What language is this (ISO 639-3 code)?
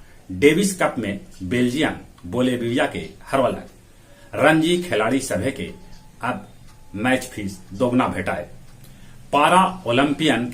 mag